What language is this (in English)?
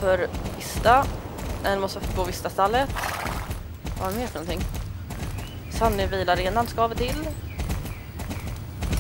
Swedish